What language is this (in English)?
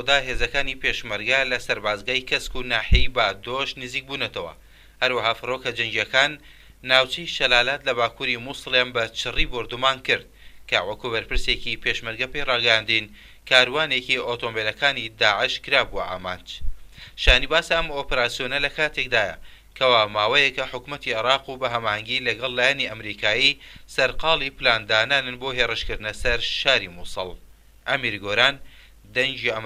Central Kurdish